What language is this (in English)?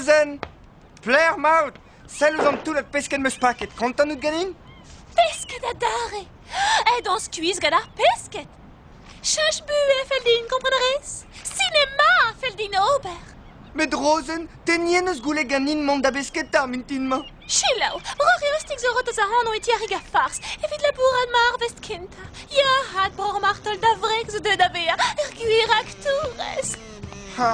Breton